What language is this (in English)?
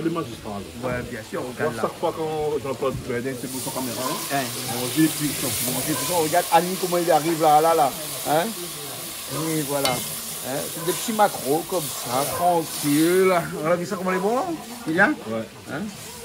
Réunion Creole French